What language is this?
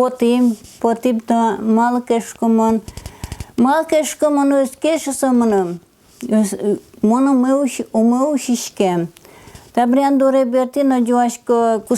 Udmurt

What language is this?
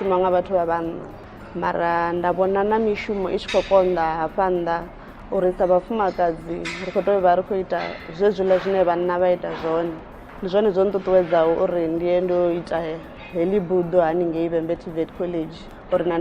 Venda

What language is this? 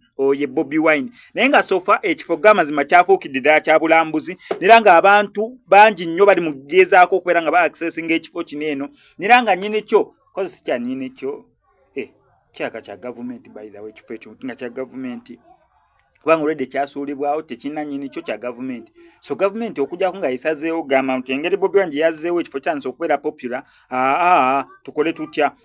Ganda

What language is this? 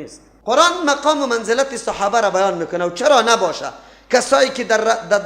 Persian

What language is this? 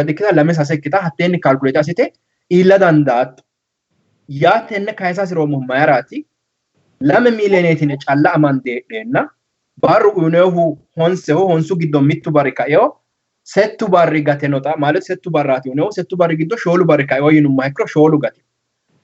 Sidamo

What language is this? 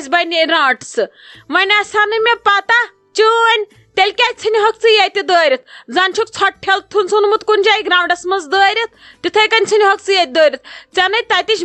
Kashmiri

